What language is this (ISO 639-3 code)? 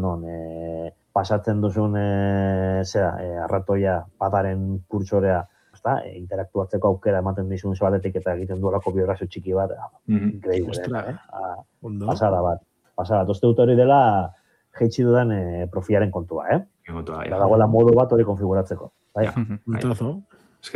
eus